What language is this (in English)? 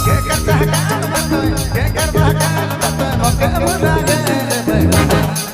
Sadri